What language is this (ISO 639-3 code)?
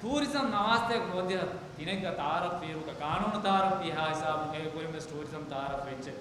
div